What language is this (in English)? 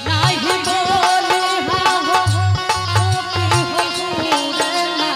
Angika